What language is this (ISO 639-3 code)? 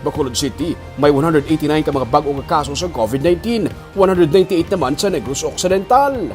hil